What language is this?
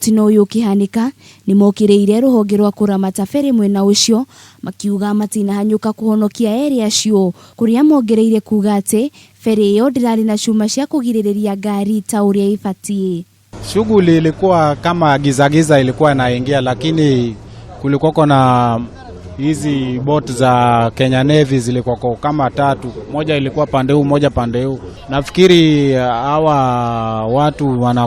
Kikuyu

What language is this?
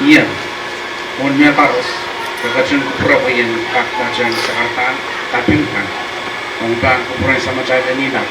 Pohnpeian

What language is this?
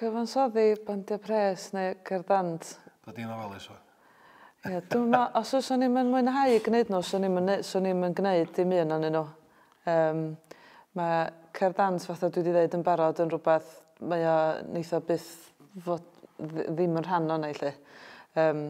Welsh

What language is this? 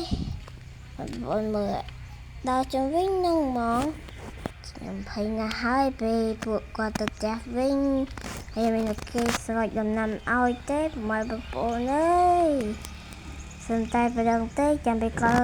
Khmer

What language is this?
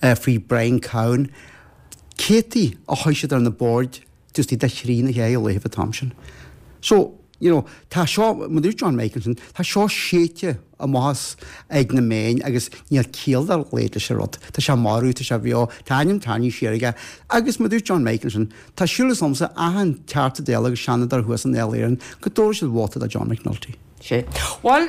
Irish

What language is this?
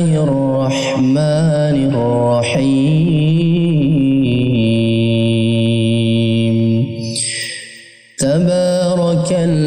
Arabic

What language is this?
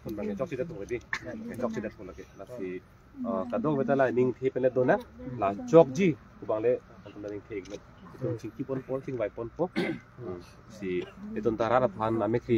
Karbi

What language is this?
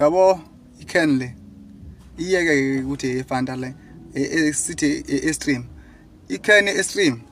Zulu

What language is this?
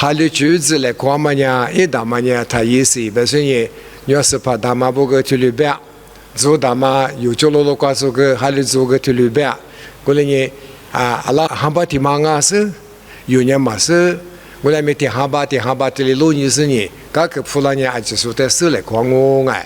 Lisu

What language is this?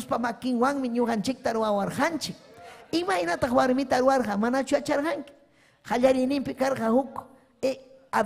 Ayacucho Quechua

